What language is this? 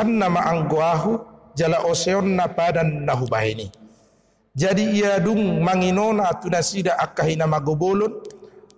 Batak Toba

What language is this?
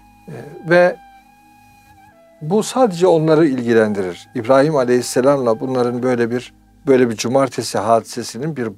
Turkish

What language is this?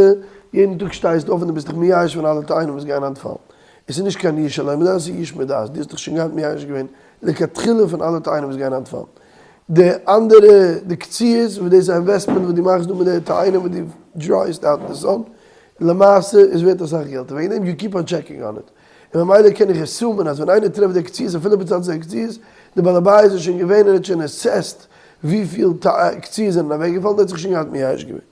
Yiddish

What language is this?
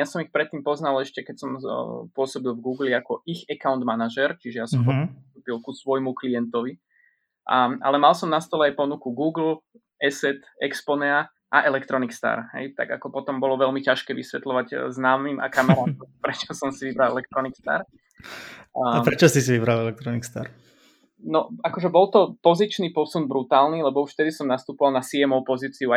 Slovak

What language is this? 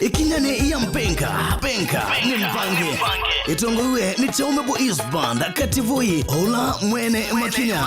Kamba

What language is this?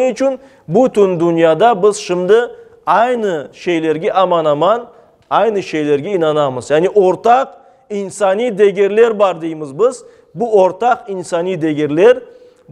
Crimean Tatar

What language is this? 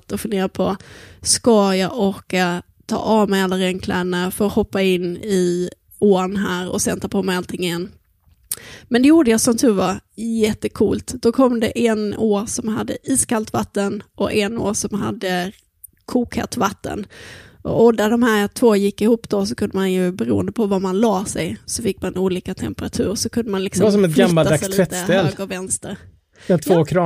Swedish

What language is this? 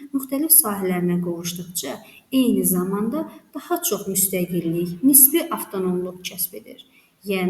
Azerbaijani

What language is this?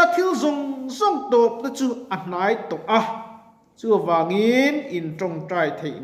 Mizo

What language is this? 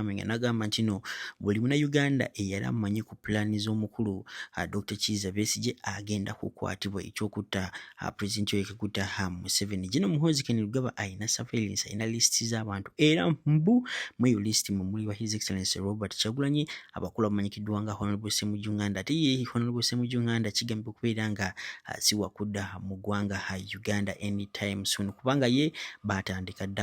Ganda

